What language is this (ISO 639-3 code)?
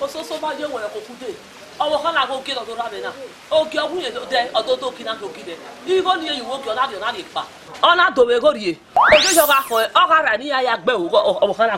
bin